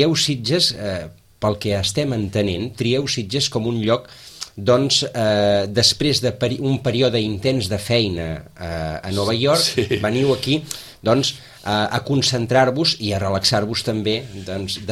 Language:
Catalan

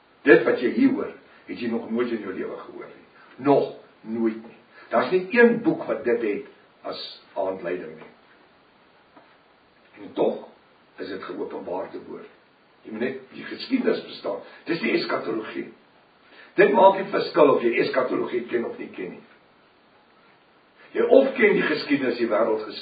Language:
Afrikaans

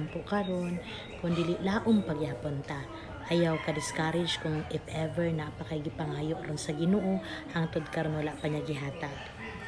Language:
Cebuano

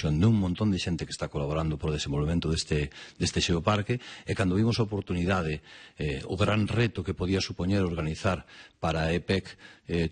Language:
Galician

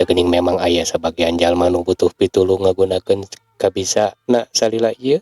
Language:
Sundanese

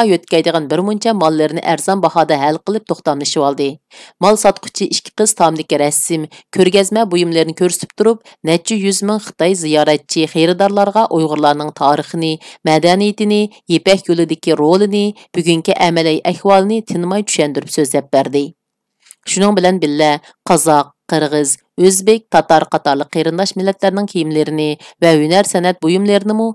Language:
Uyghur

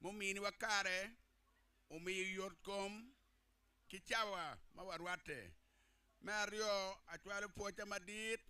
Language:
Acoli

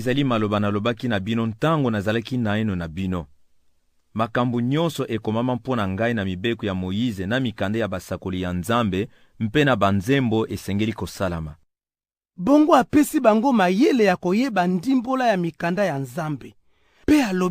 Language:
Lingala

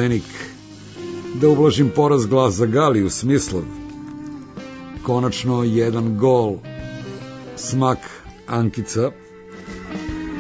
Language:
Serbian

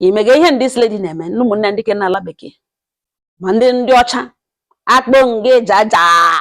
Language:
Igbo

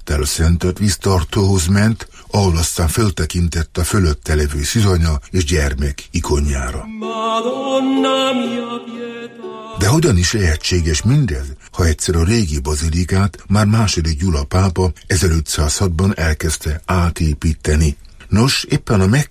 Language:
Hungarian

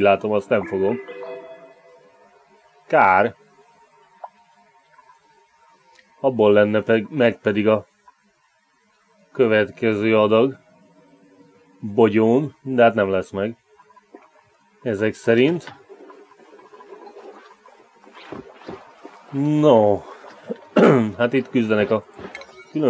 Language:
Hungarian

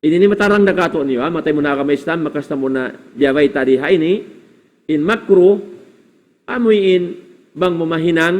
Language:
Tausug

